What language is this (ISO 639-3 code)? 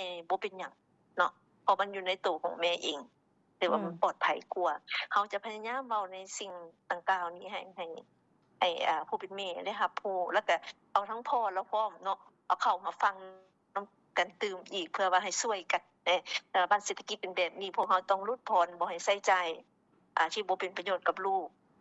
lao